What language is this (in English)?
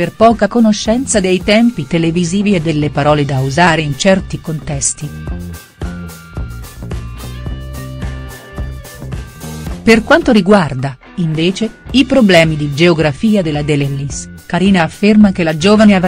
Italian